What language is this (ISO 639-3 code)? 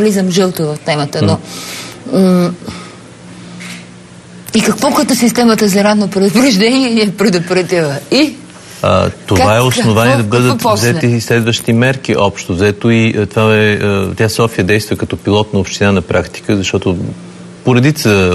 bul